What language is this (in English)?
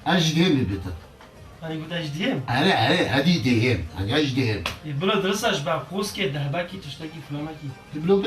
Kurdish